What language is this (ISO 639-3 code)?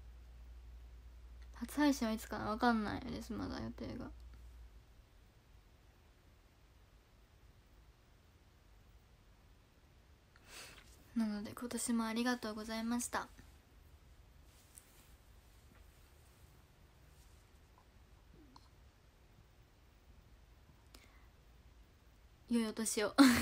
jpn